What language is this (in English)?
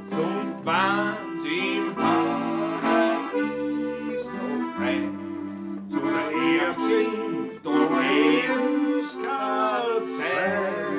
Bavarian